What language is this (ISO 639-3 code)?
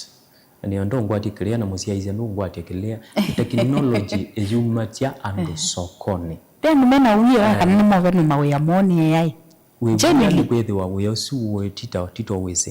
kam